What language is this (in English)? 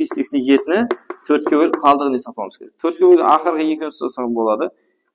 Kara-Kalpak